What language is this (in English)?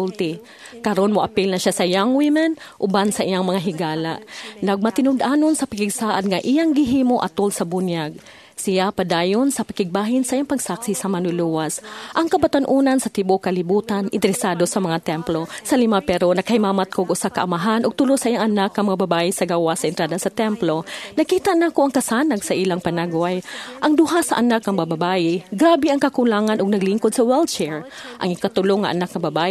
Cebuano